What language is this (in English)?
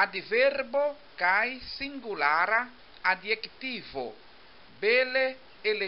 Esperanto